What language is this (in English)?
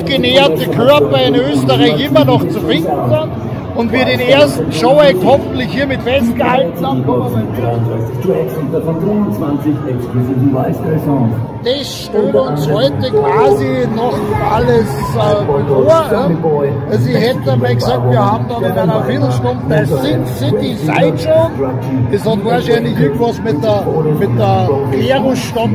German